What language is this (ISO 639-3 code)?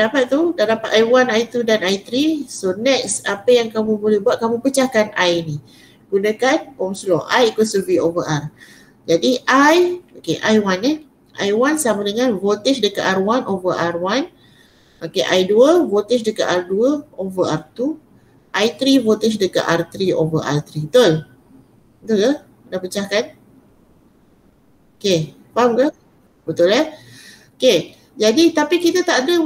msa